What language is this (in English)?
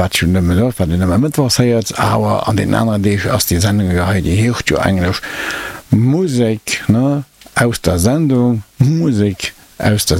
Luxembourgish